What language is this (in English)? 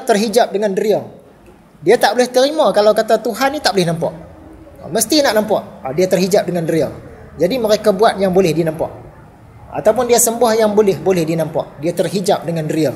Malay